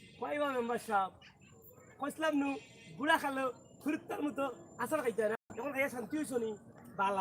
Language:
Sylheti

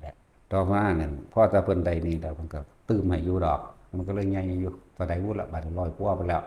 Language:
Lao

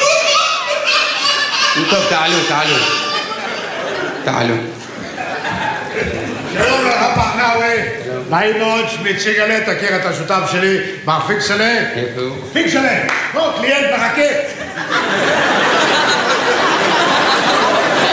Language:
Hebrew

